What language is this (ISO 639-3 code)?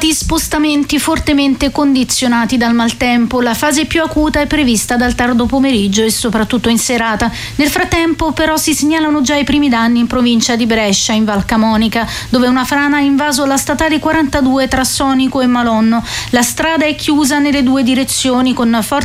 ita